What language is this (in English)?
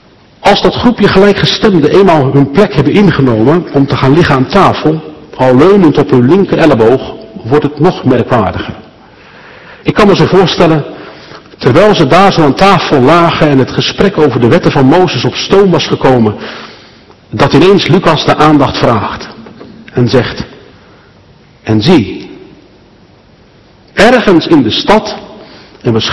Dutch